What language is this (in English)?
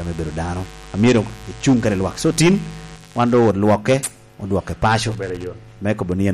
Lango (Uganda)